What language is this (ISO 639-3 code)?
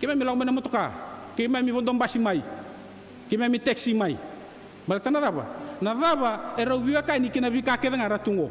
fij